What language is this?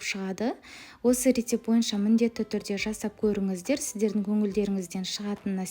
Kazakh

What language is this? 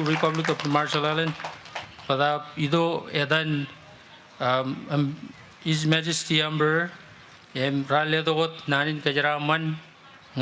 Marshallese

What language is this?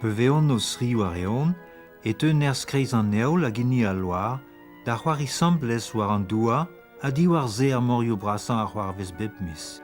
Breton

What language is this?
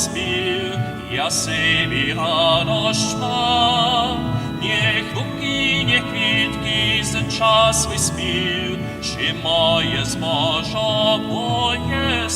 Upper Sorbian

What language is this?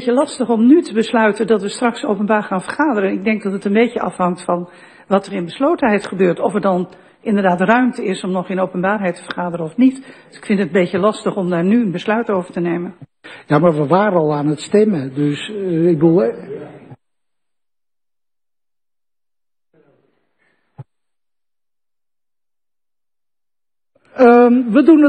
Dutch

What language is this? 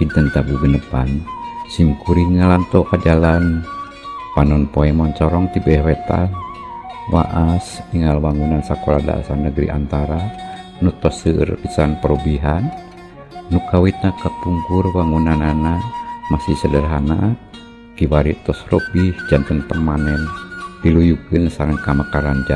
Sundanese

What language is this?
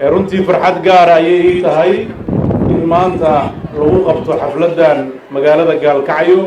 Somali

